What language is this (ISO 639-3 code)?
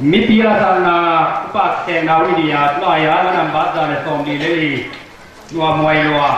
ctd